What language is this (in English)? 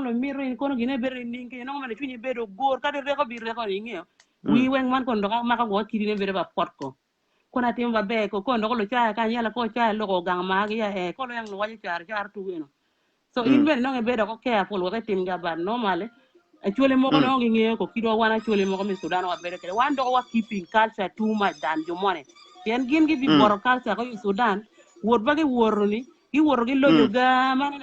Acoli